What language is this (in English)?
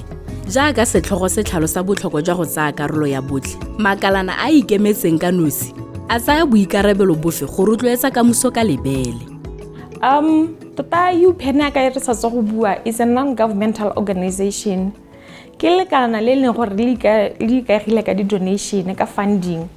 Tswana